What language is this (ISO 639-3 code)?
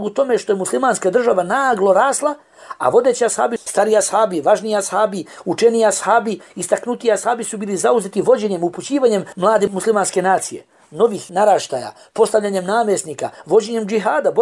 bos